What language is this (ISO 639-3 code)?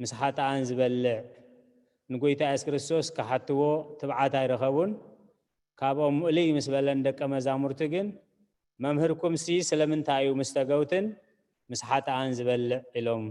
tir